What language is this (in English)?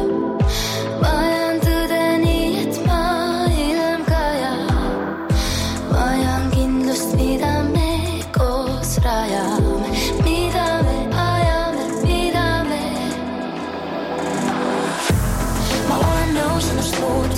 Estonian